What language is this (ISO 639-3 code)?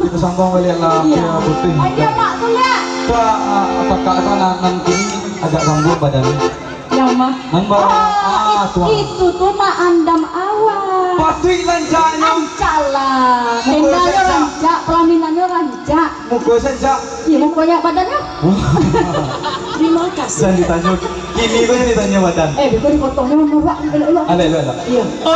min